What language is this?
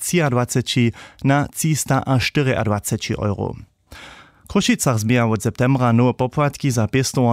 Upper Sorbian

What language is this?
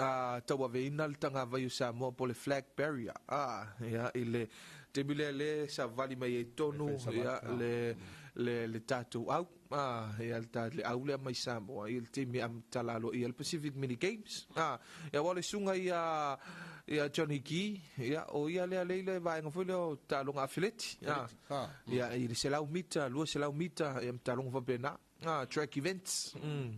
Samoan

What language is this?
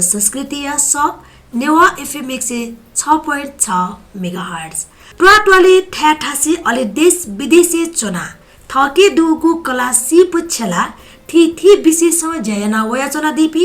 Newari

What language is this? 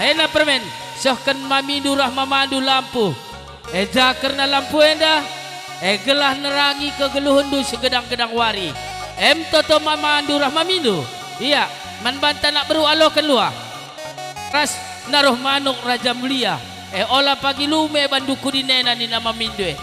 Batak Karo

